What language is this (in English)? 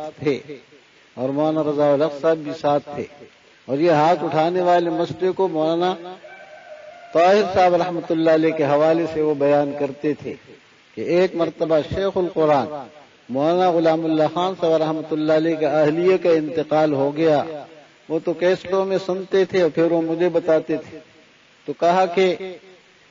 Urdu